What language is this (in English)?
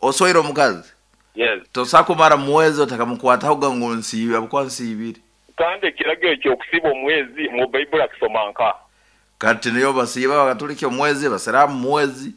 Nyankole